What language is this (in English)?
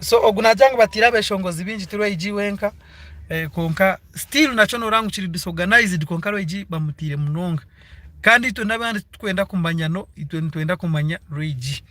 Nyankole